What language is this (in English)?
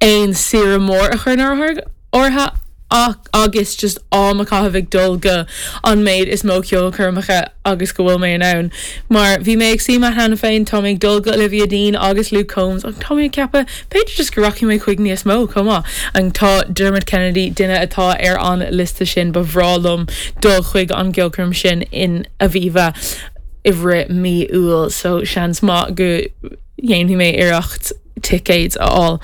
Irish